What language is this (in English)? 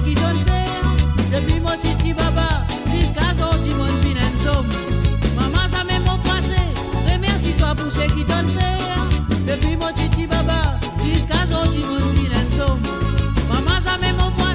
Morisyen